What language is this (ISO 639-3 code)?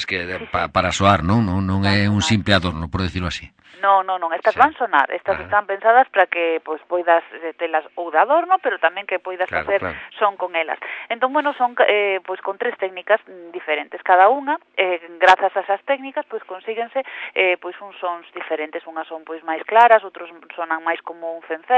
glg